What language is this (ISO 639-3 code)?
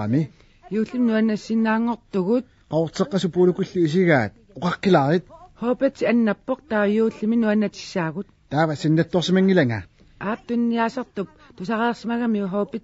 kal